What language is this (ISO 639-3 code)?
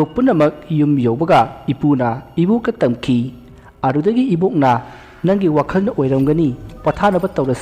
mni